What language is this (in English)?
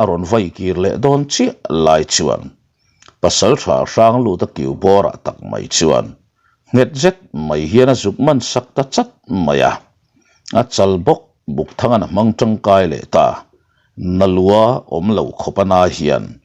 Mizo